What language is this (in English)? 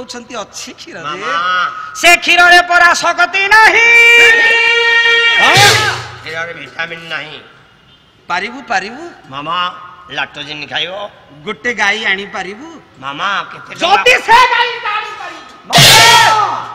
Odia